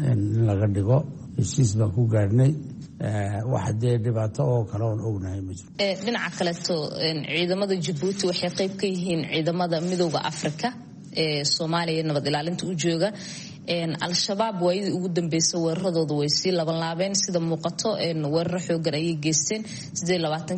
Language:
Somali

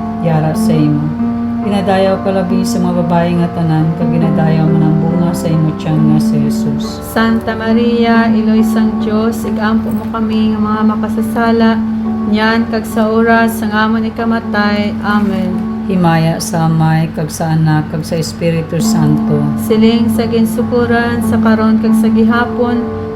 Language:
Hiligaynon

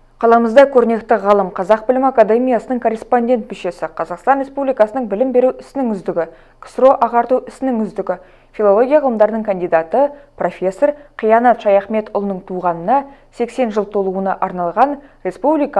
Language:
Kazakh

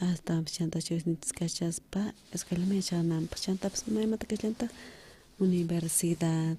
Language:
South Bolivian Quechua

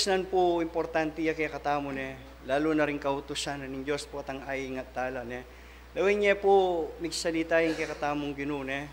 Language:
Pampanga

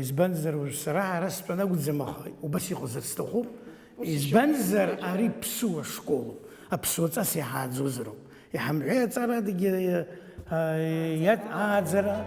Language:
Abkhazian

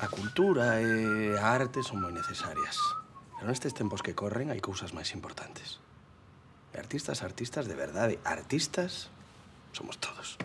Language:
Galician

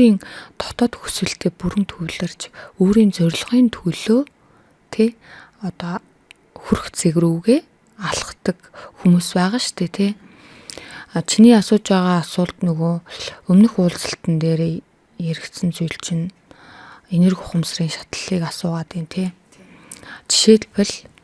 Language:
Mongolian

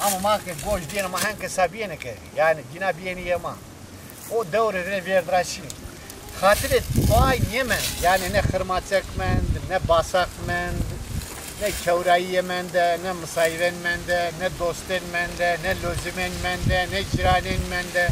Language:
Zaza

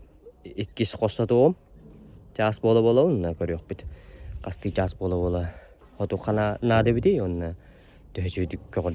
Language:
Yakut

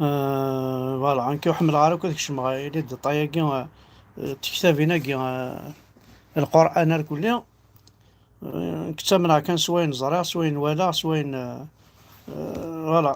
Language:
Kabyle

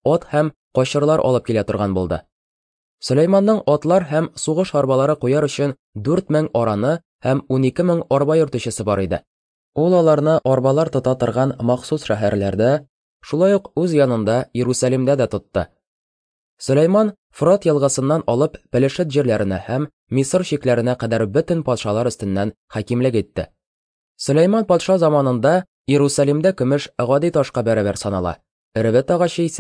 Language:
Tatar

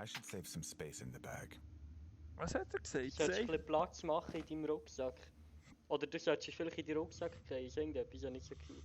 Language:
Swiss German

